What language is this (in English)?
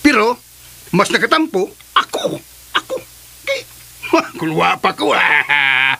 Cebuano